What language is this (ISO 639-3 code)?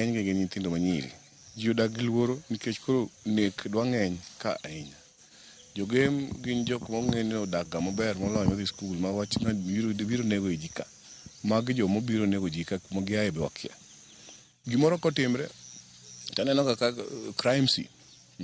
luo